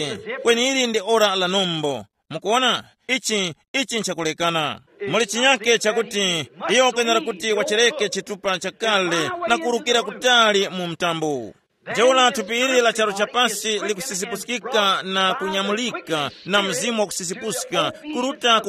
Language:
Tumbuka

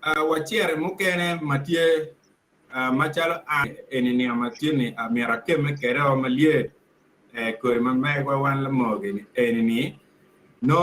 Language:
Acoli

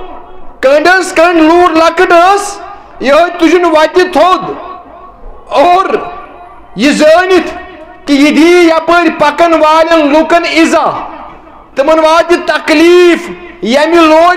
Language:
Kashmiri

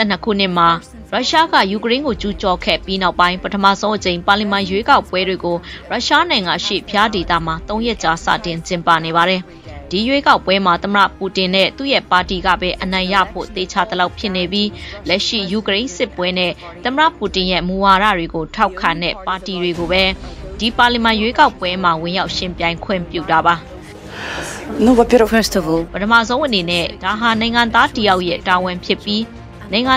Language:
Burmese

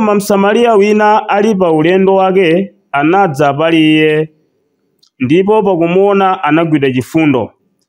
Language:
Nyanja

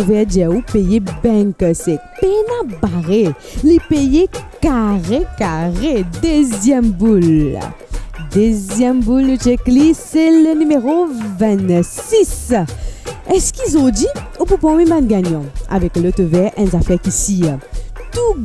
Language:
Morisyen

